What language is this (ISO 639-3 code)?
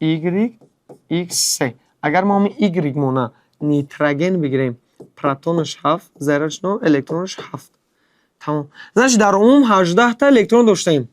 tgk